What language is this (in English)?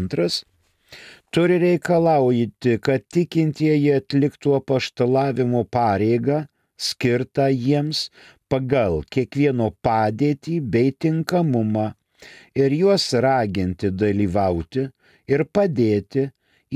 Lithuanian